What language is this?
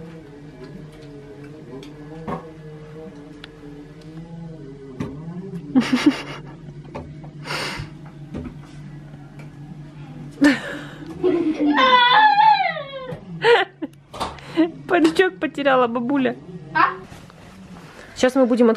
Russian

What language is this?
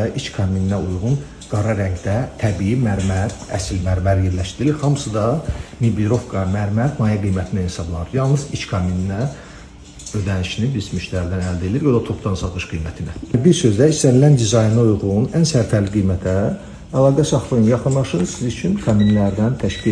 Azerbaijani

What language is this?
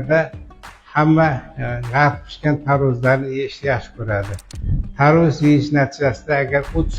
Uzbek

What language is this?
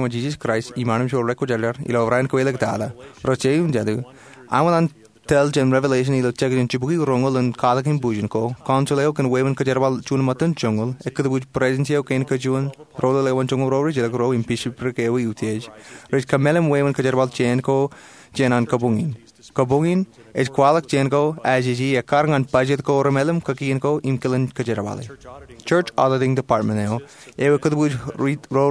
Marshallese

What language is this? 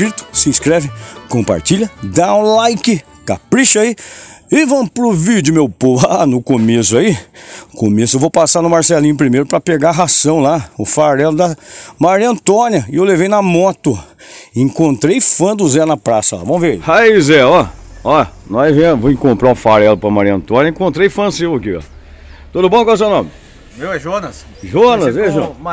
Portuguese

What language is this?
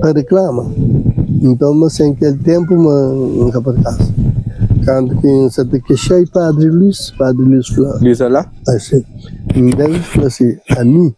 Kabuverdianu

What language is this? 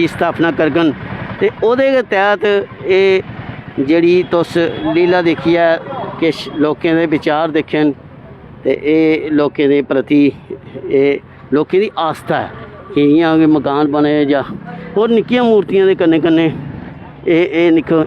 Dogri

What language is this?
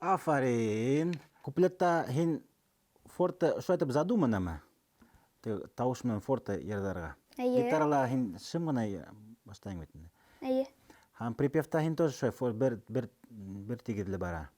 Bashkir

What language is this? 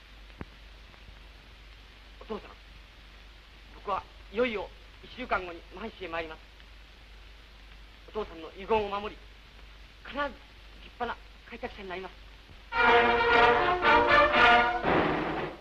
Japanese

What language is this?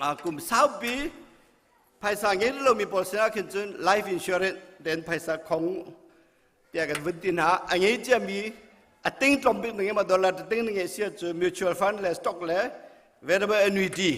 Hakha Chin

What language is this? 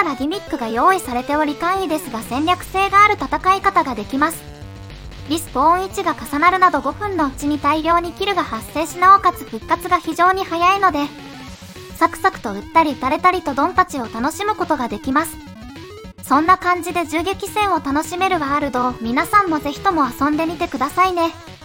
Japanese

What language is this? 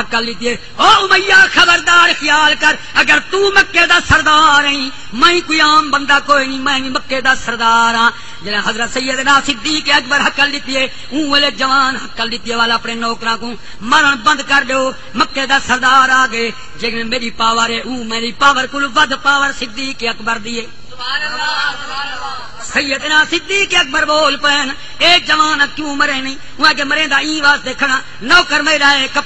Saraiki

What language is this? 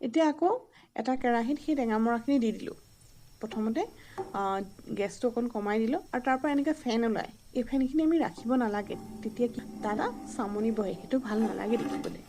Assamese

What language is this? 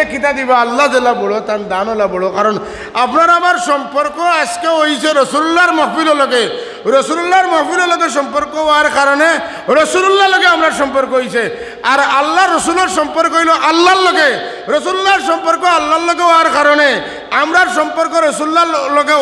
Sylheti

